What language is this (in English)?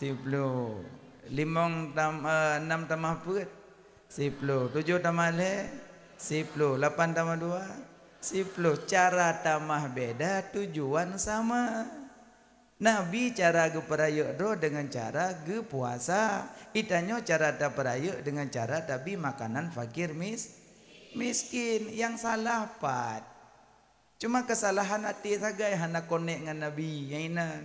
Achinese